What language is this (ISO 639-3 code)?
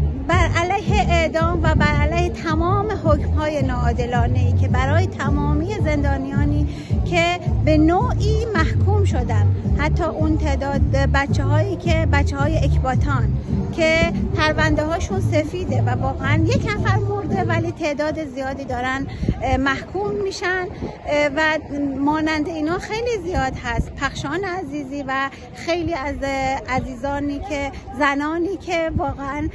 fas